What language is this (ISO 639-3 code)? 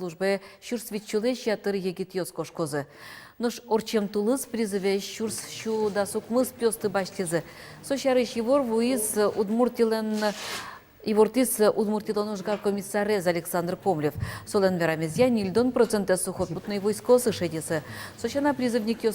udm